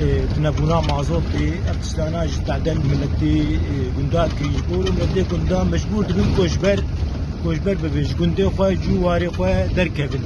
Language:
Kurdish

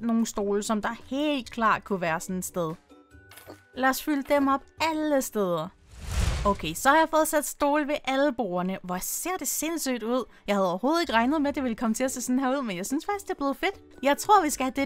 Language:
Danish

